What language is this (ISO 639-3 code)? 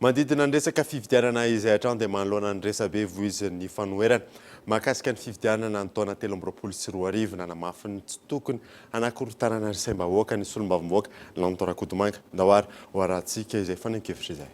mlg